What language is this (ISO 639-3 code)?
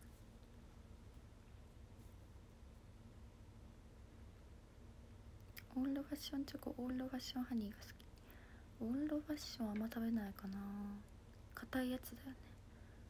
jpn